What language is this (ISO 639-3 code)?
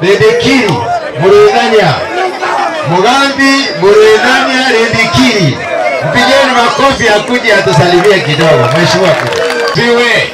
mer